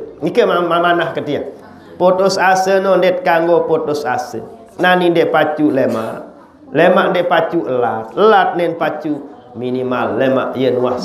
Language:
Sasak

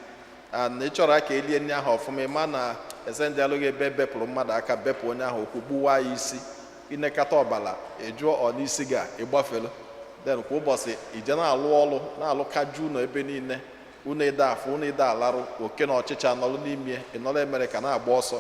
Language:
Igbo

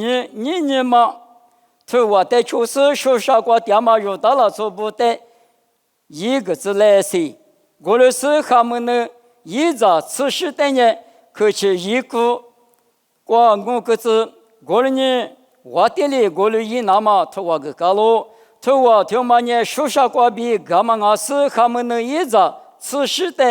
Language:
Lisu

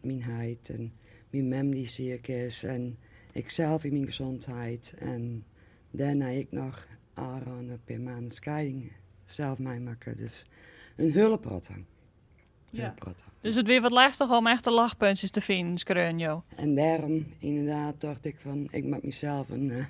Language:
Western Frisian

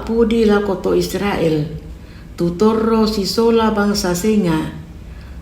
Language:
Toraja-Sa'dan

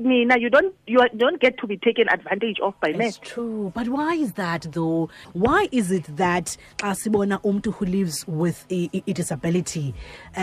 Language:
Xhosa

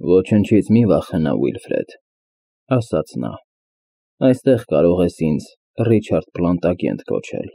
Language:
Armenian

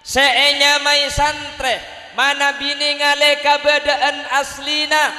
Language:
Madurese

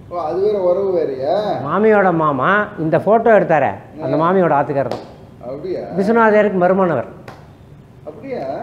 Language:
Tamil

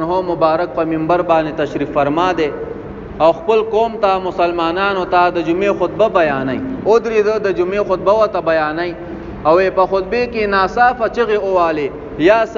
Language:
Pashto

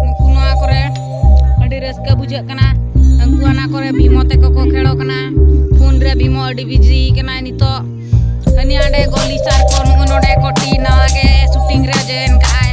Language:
Santali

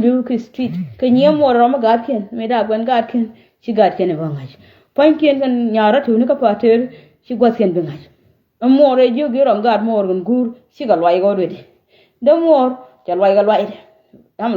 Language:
Nuer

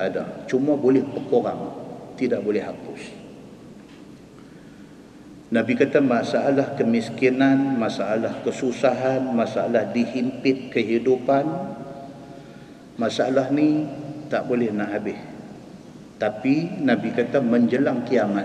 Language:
Malay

